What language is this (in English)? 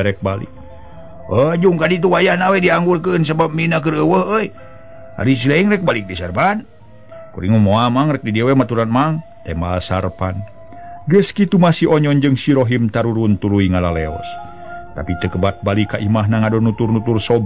Sundanese